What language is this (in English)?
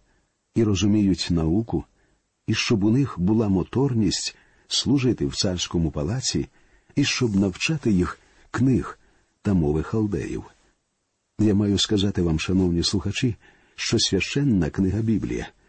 Ukrainian